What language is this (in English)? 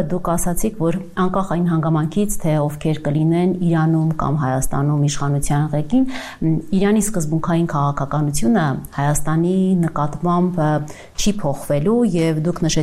Armenian